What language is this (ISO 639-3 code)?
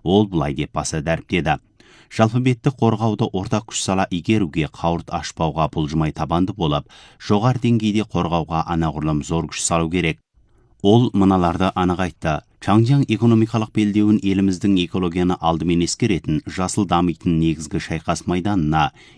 kaz